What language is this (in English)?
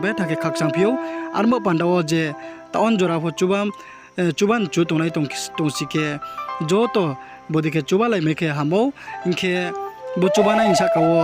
Riang (India)